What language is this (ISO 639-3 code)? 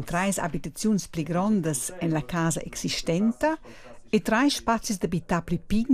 roh